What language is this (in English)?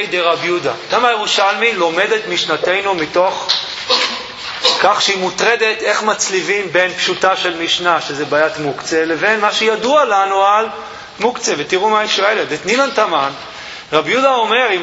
Hebrew